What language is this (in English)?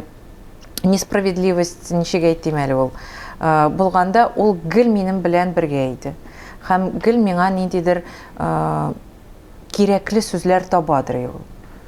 Tatar